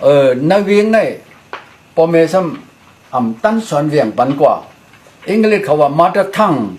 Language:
Shan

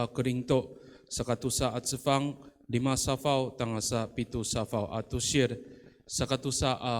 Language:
Amis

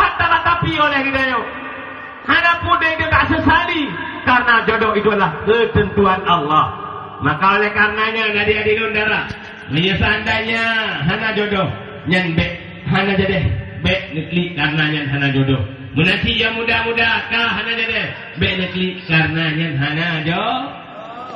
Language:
Achinese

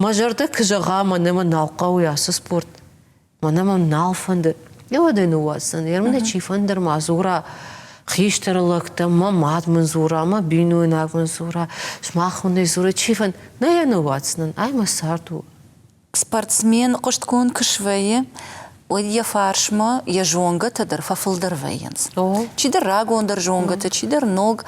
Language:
Ossetic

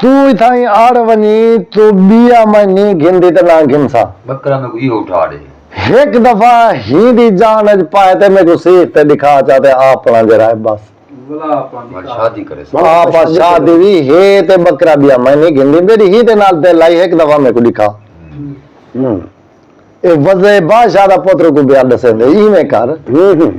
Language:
Saraiki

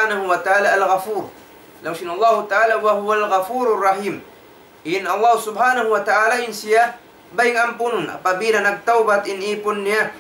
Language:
Tausug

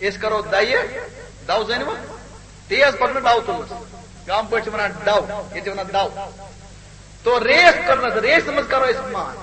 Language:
Kashmiri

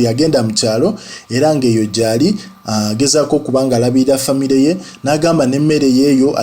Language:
Ganda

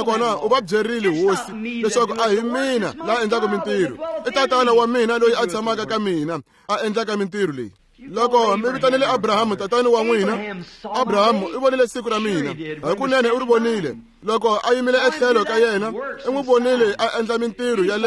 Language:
Tsonga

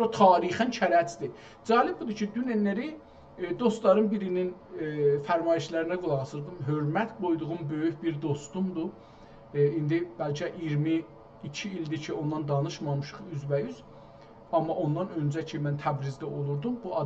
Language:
South Azerbaijani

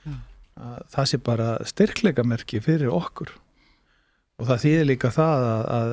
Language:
Icelandic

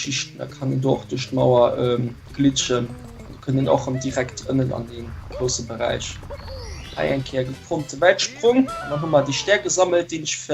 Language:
Luxembourgish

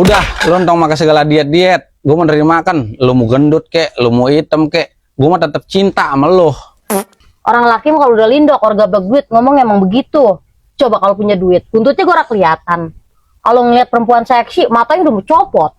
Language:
Betawi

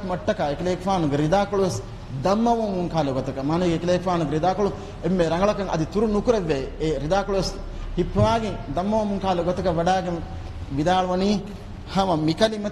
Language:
Divehi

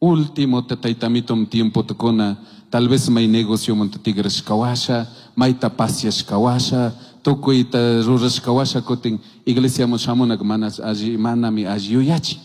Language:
Chimborazo Highland Quichua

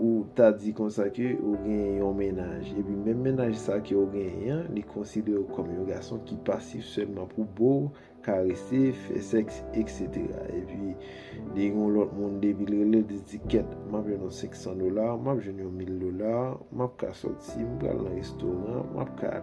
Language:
Haitian Creole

